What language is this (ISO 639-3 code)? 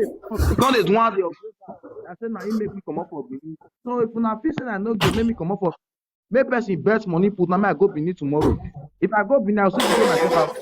pcm